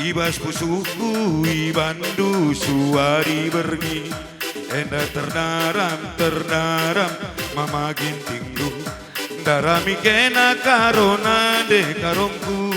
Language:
Batak Karo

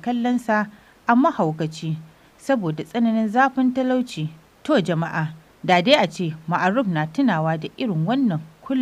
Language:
Hausa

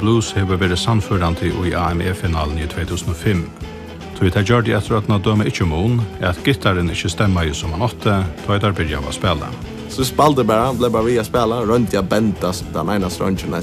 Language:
Faroese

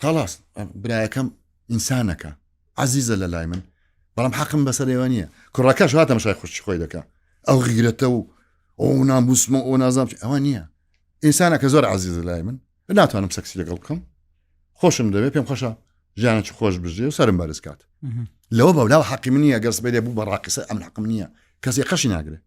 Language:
Central Kurdish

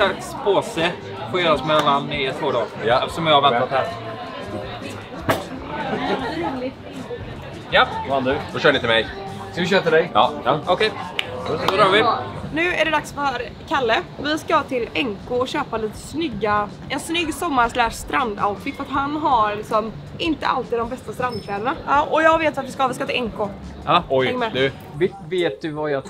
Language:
Swedish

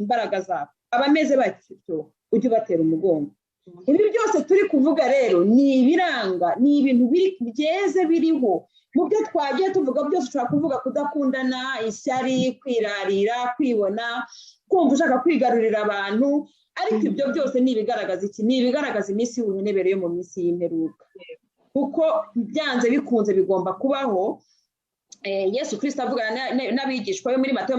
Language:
Kinyarwanda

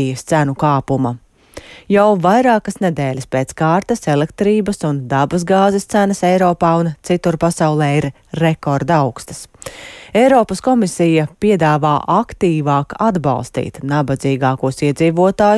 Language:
Latvian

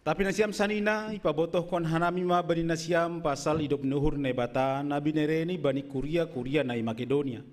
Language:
Batak Simalungun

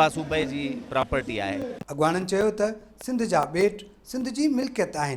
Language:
Sindhi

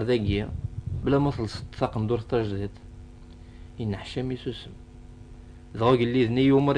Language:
Kabyle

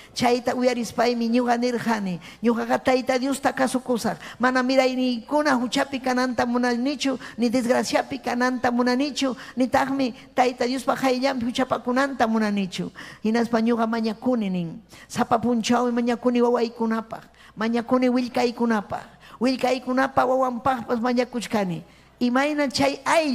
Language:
Ayacucho Quechua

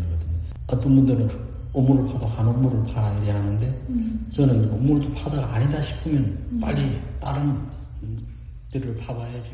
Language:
Korean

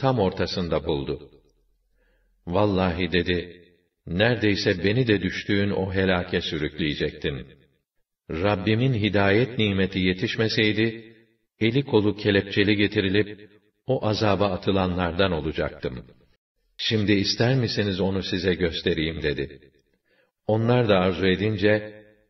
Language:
Turkish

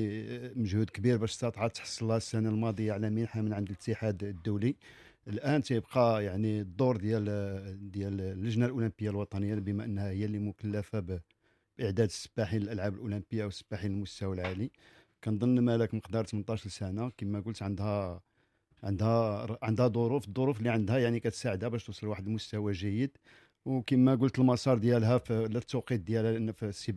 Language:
Moroccan Arabic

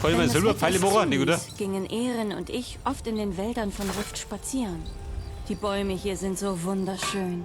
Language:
Bavarian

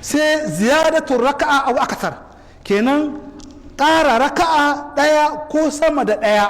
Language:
Hausa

